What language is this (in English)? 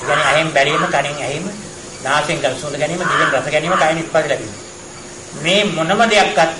Sinhala